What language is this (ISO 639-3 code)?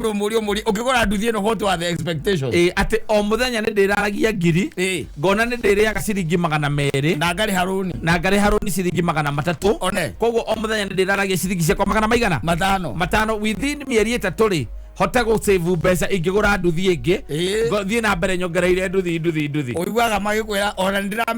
kik